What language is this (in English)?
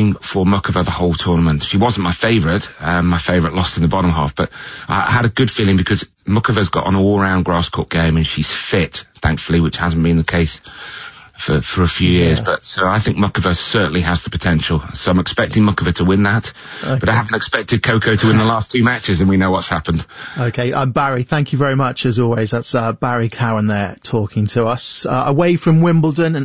English